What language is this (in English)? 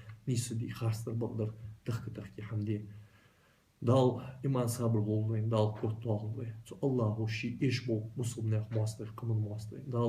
Ingush